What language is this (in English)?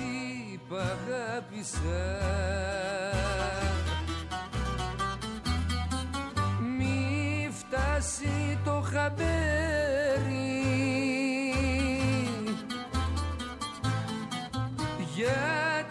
Greek